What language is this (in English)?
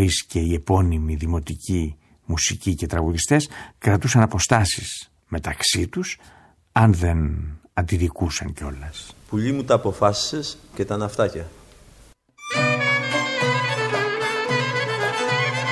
Greek